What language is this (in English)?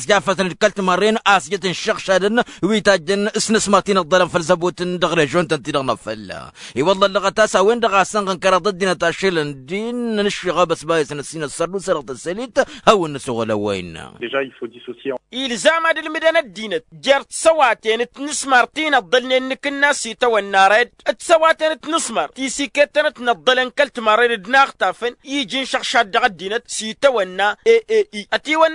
Tamasheq